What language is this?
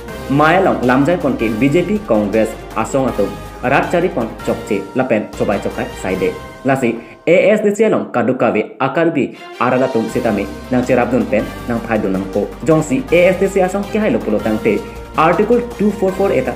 Karbi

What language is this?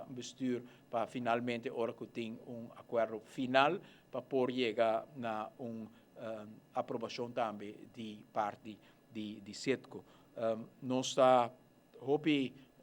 Papiamento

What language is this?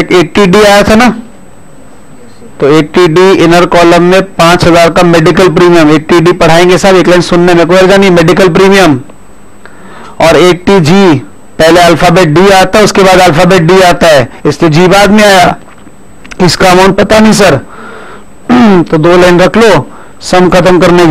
Hindi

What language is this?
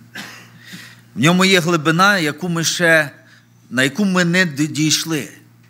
Ukrainian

